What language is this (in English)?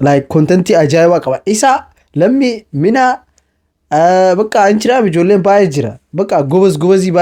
Oromo